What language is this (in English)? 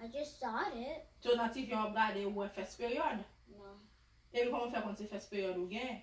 Haitian Creole